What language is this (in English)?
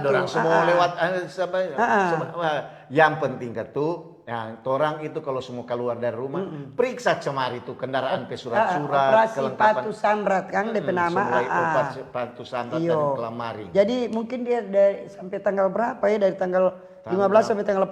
Manado Malay